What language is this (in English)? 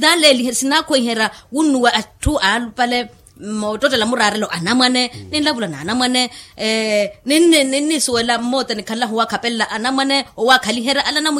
Makhuwa